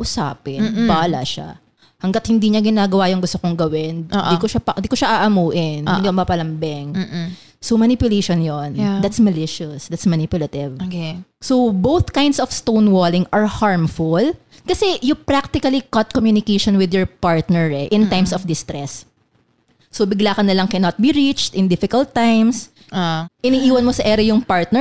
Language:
Filipino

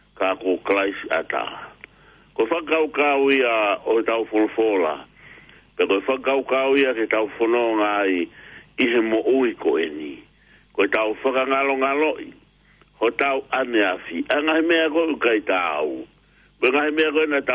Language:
Tongan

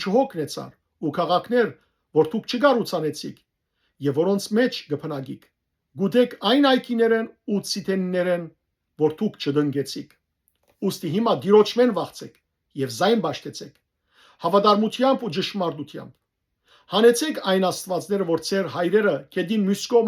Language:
Western Armenian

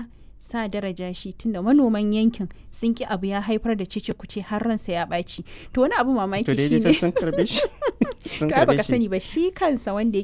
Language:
Hausa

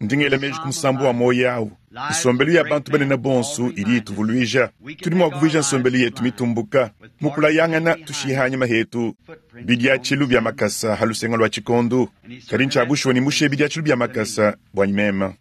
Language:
Luba-Lulua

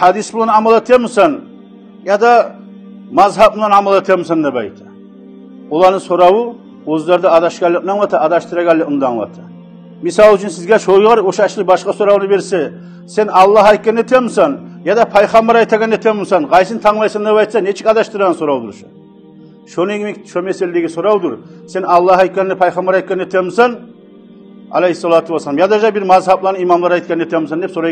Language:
Kumyk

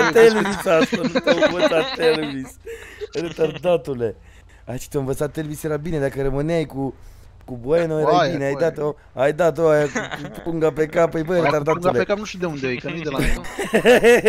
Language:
Romanian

